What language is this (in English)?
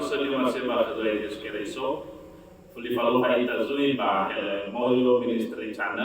Nias